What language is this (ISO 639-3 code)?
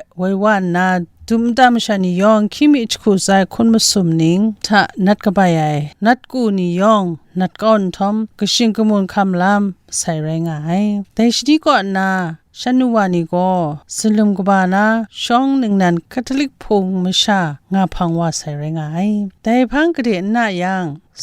kac